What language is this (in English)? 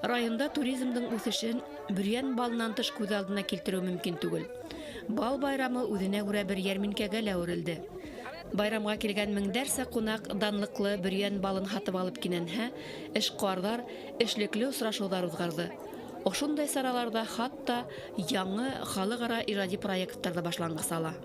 Bashkir